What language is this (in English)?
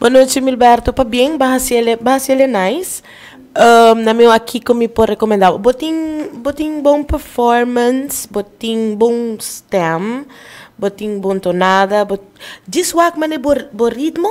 Papiamento